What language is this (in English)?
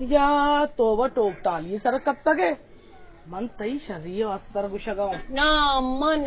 Baluchi